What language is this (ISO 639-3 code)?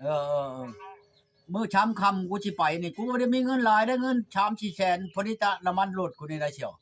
tts